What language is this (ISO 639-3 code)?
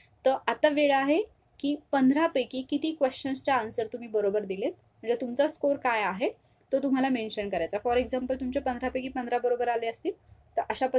mar